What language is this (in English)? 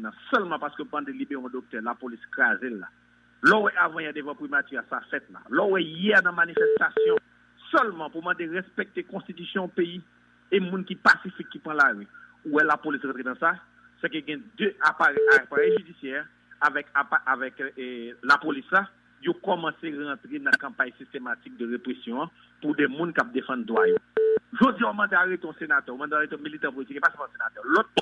Haitian Creole